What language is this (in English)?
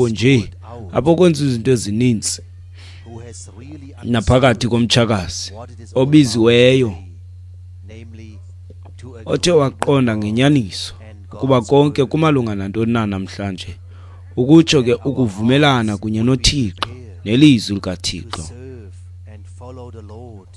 Xhosa